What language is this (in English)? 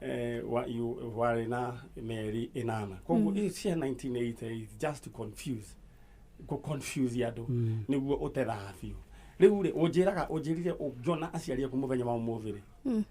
Kikuyu